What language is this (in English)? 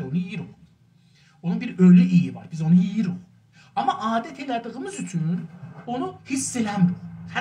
South Azerbaijani